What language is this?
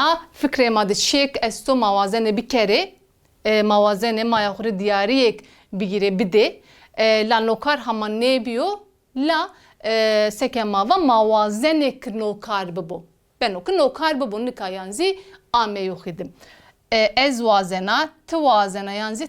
Zaza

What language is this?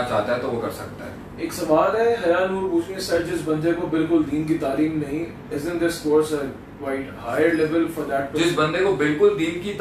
Urdu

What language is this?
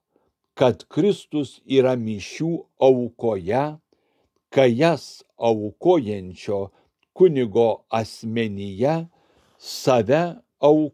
Lithuanian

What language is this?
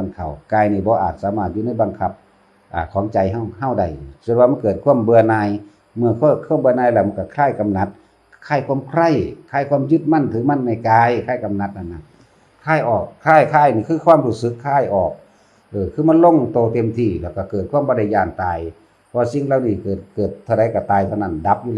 Northeastern Thai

